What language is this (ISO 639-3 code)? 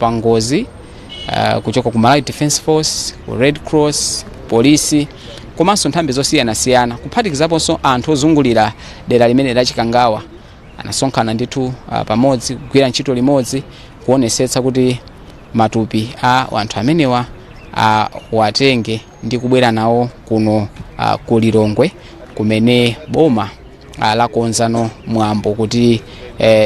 nya